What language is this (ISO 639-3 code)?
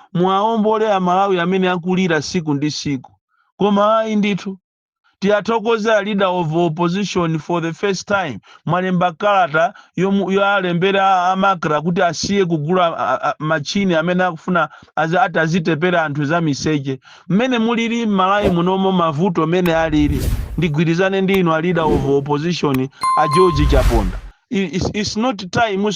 nya